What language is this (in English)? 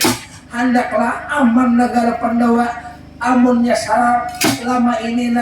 Banjar